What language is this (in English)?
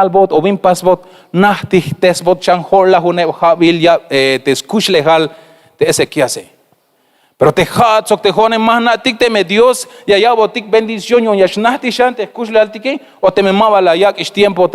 Tzeltal